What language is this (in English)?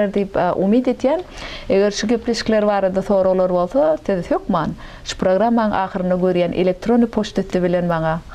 Turkmen